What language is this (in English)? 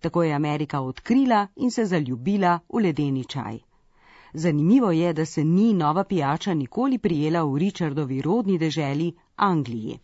Slovenian